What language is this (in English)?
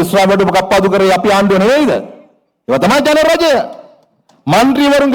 Sinhala